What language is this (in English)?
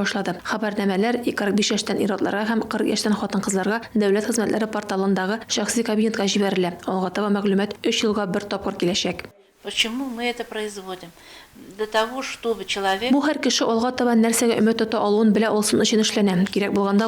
Tatar